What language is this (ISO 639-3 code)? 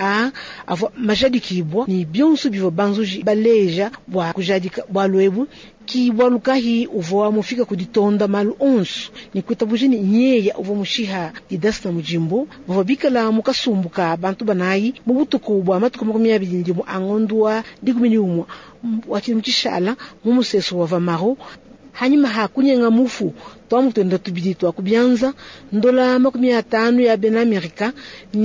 lua